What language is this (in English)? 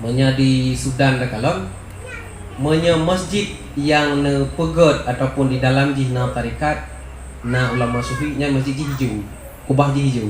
Achinese